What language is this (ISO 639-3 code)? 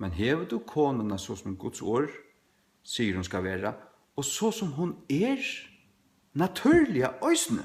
fao